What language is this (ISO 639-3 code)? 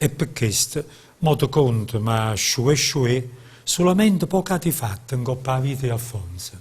nap